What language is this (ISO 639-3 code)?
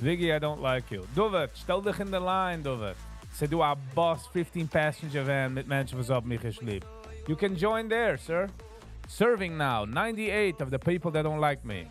yid